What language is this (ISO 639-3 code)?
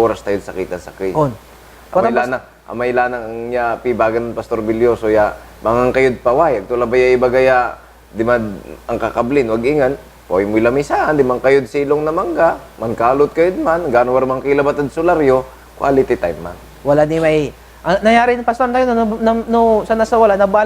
pag